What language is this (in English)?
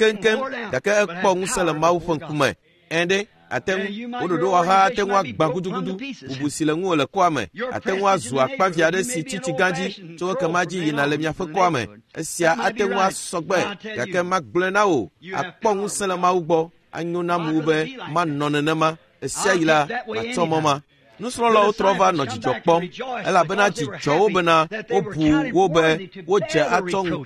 Ewe